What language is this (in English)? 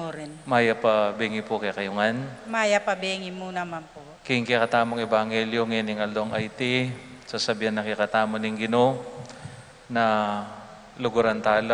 Pampanga